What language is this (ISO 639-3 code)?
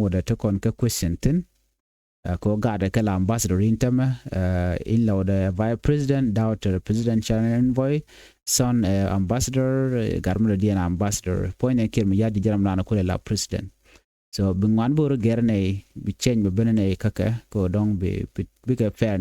nus